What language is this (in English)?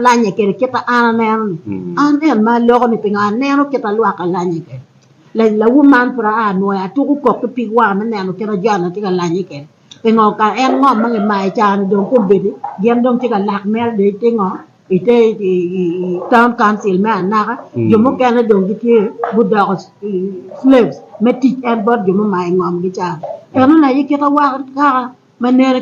Acoli